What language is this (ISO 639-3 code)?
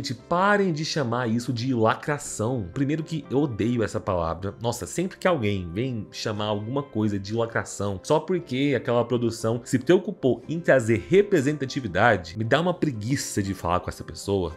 por